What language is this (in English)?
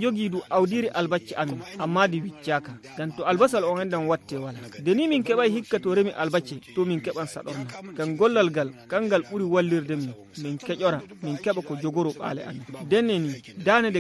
Fula